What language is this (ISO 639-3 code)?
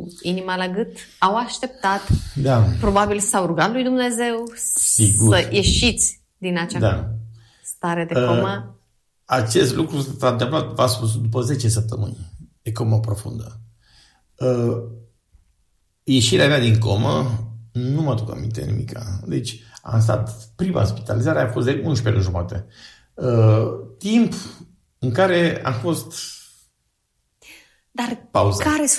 ron